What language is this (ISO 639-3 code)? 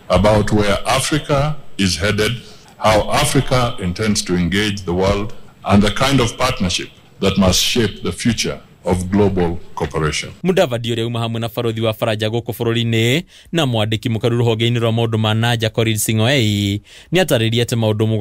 kik